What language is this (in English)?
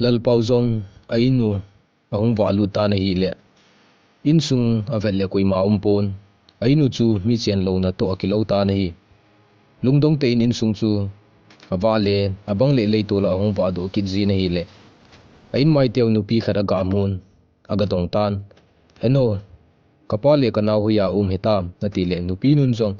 Thado Chin